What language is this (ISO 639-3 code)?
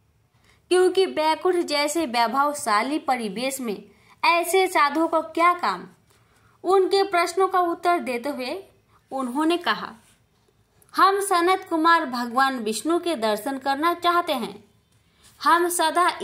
hin